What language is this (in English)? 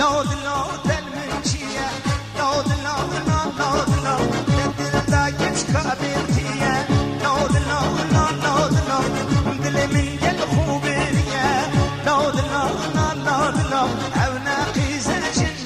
Kurdish